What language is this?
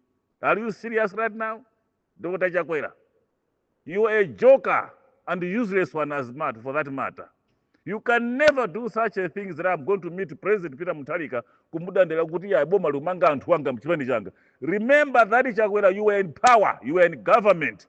Nyanja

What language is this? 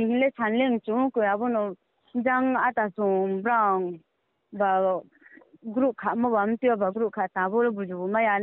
Riang (India)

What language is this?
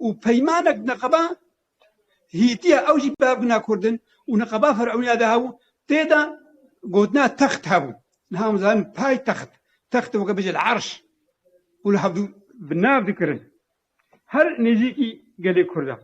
Kurdish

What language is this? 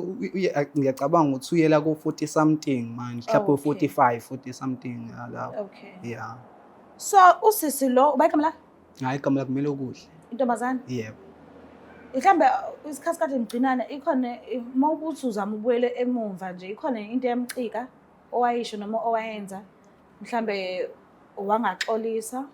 Zulu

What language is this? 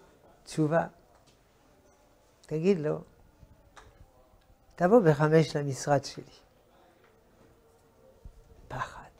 Hebrew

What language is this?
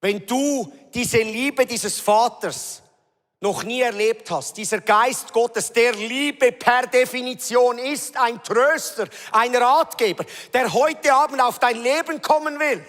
Swiss German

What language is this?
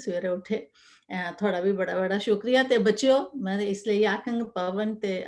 Dogri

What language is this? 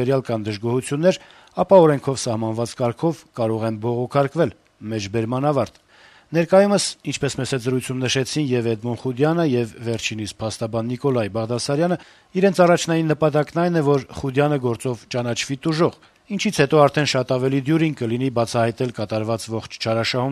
Armenian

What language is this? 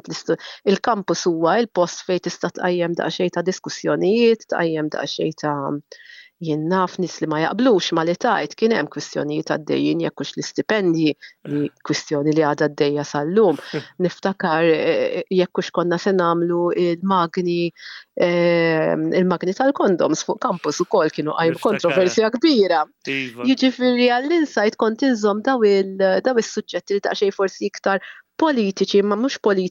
Maltese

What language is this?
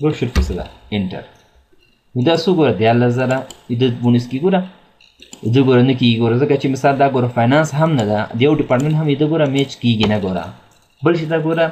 Pashto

